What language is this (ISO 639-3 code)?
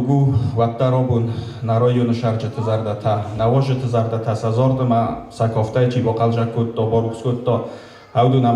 oss